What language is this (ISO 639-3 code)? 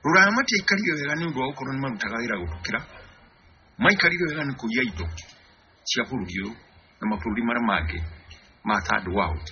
kik